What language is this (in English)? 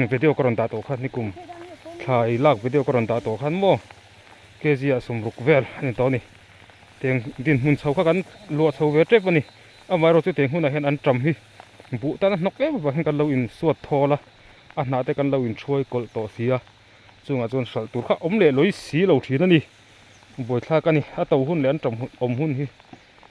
Mizo